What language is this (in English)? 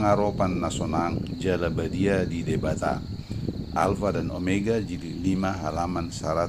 Batak Toba